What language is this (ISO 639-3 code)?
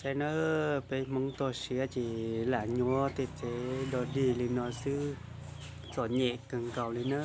hmn